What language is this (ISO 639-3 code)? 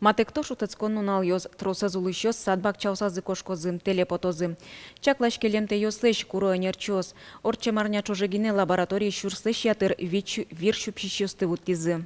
udm